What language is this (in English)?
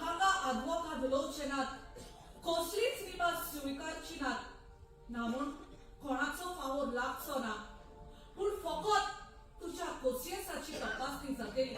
Konkani